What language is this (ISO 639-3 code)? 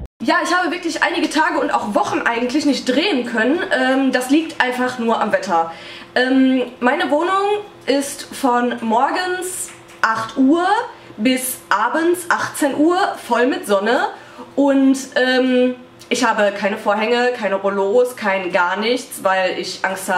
deu